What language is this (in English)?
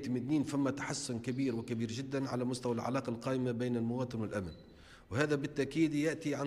Tunisian Arabic